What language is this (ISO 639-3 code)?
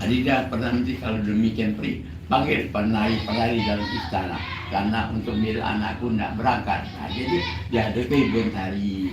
mui